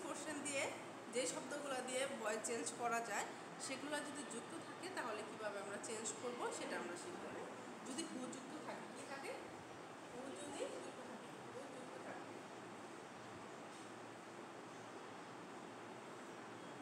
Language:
Bangla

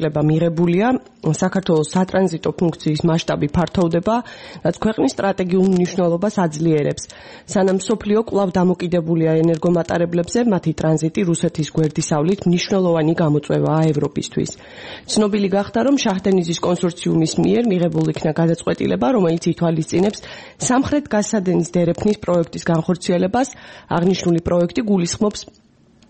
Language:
Georgian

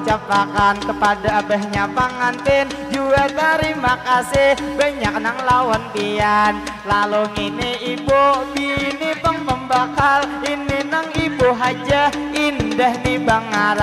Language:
Banjar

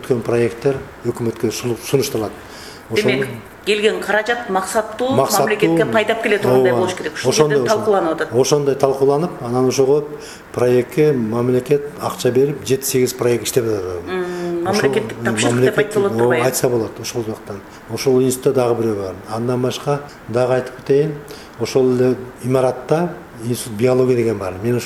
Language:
Kyrgyz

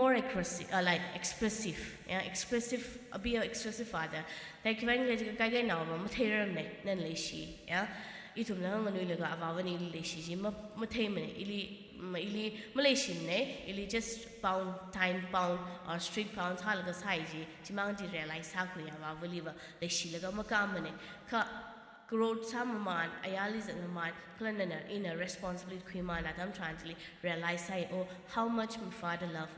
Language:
Tangkhul Naga (India)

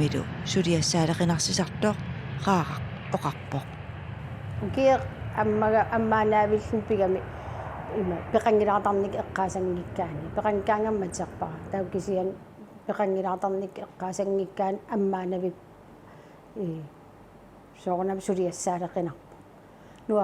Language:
Kalaallisut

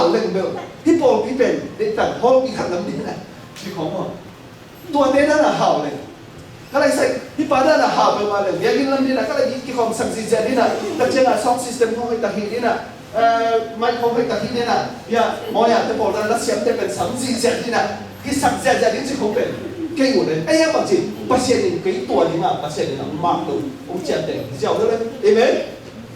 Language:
Tedim Chin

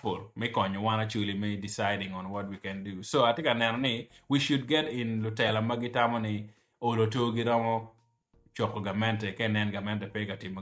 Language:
Acoli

